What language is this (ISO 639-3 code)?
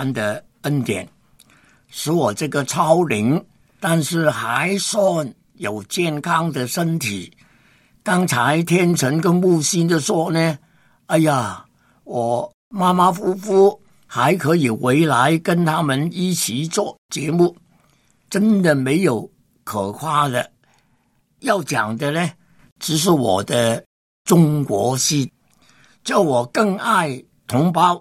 zho